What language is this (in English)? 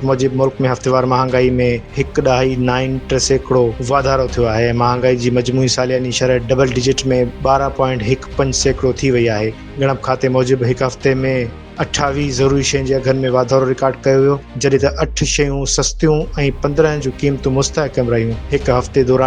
Sindhi